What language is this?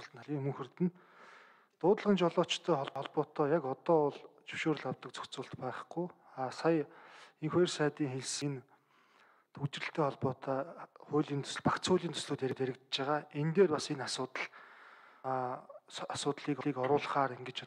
Mongolian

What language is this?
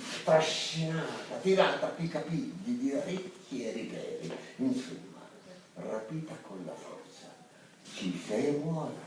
Sicilian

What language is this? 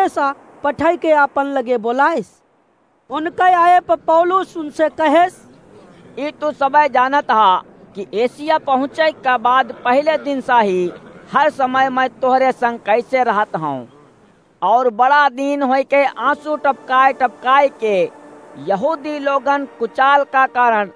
Awadhi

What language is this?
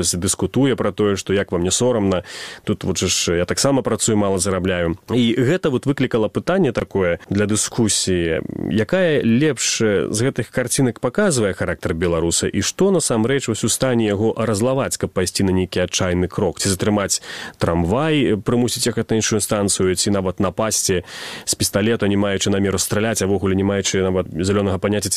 Belarusian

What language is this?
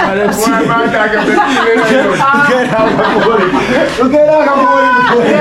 Jamaican Creole English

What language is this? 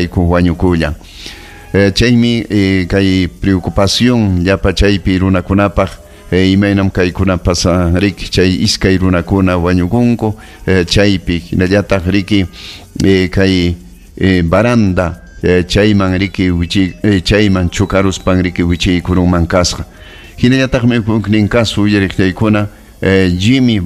Ayacucho Quechua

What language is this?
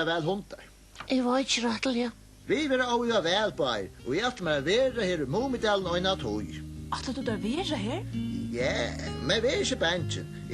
Faroese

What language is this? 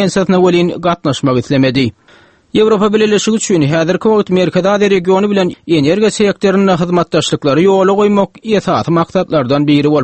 Turkmen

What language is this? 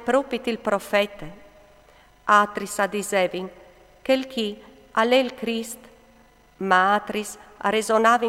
Friulian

